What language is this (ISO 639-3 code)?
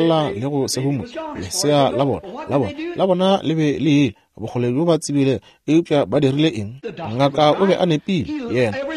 nso